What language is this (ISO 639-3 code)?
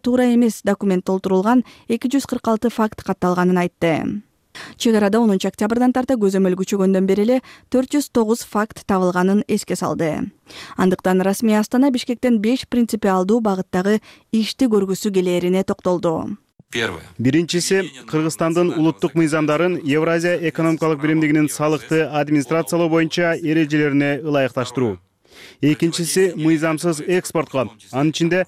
kir